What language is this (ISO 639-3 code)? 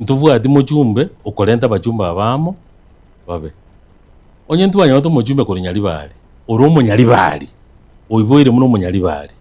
guz